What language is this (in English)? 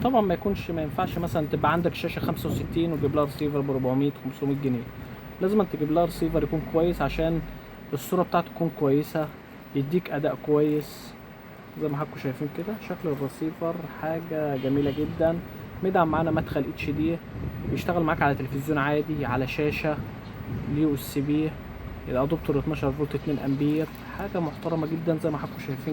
Egyptian Arabic